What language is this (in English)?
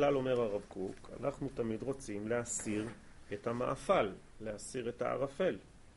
Hebrew